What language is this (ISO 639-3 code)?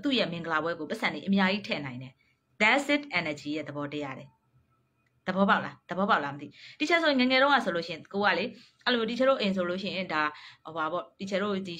mya